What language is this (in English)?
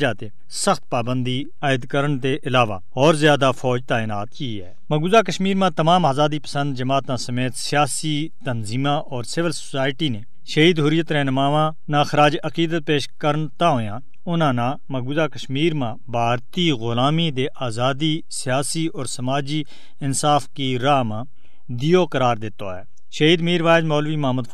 Gujari